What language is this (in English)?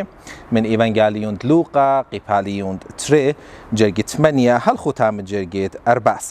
Assyrian Neo-Aramaic